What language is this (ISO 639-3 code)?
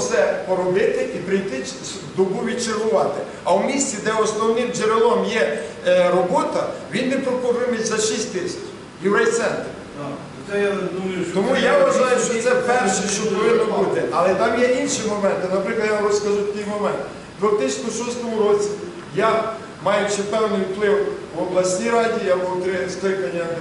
ukr